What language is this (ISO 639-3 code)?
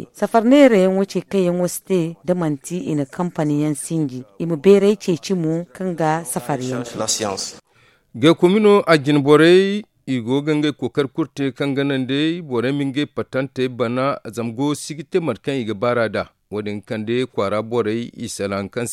dje